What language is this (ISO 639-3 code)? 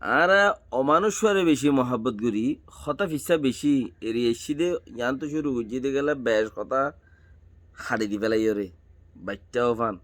rhg